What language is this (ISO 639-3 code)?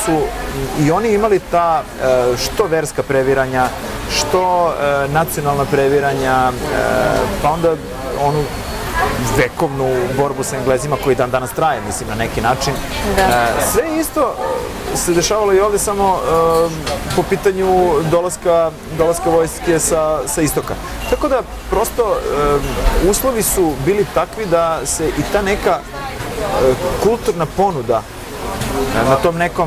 srp